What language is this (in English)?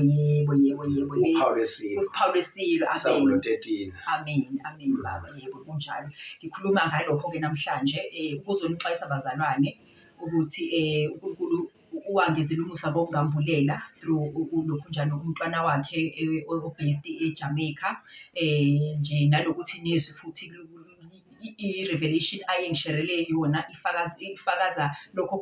Zulu